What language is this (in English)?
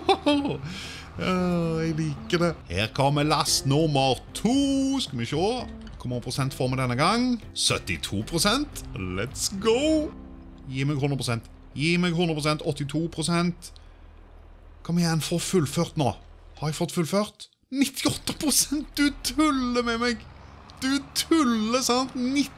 Norwegian